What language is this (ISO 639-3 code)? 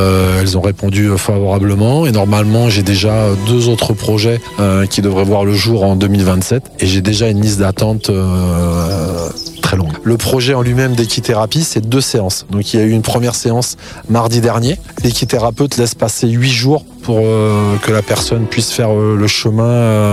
fra